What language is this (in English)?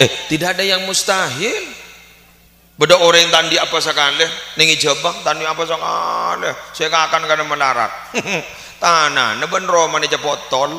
Madurese